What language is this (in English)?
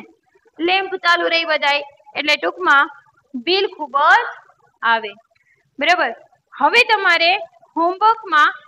Gujarati